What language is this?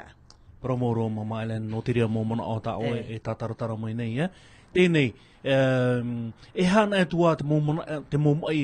Tahitian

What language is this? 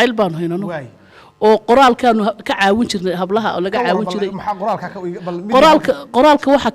Somali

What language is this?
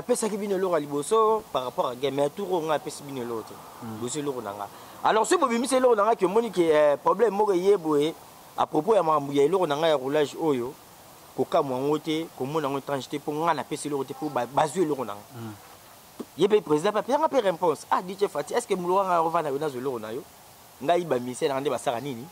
Lingala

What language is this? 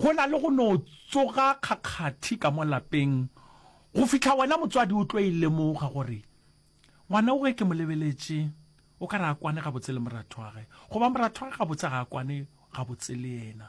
Northern Sotho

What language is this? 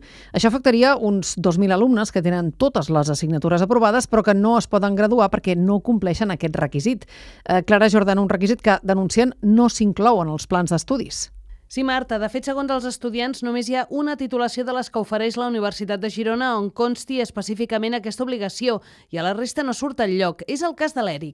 Catalan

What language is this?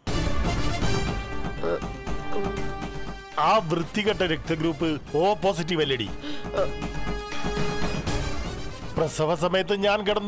Malayalam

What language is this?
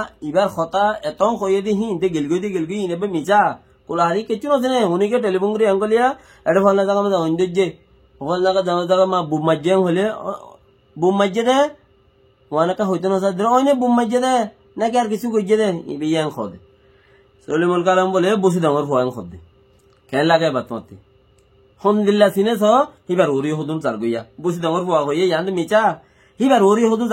Rohingya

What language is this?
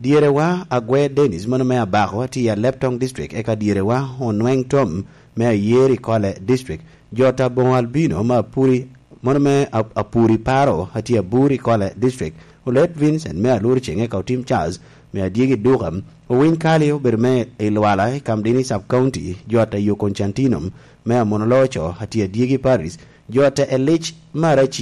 Lango (Uganda)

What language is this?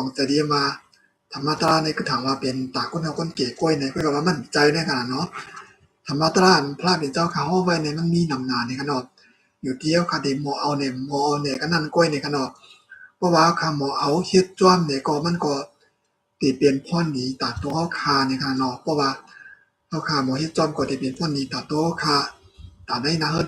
Shan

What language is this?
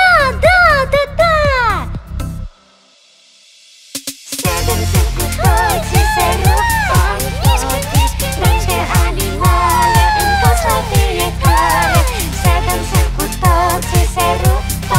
Romanian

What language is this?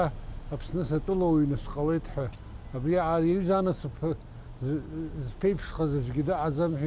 Abkhazian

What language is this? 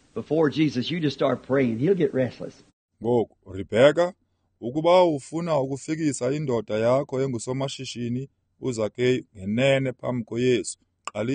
Xhosa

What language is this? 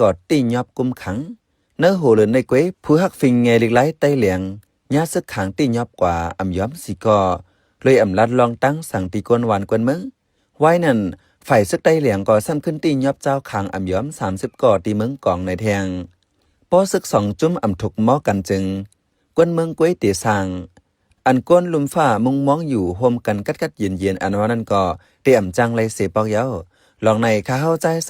Shan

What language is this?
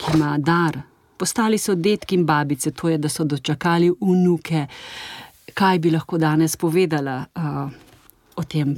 Slovenian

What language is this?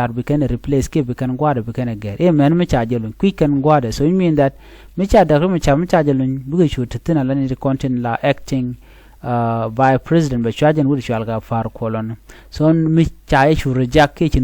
Nuer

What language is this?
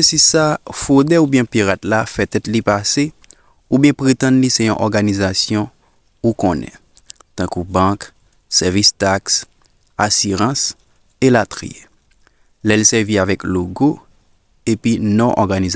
Haitian Creole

